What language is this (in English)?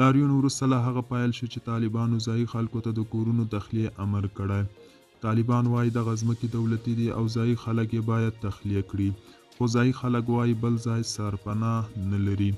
Pashto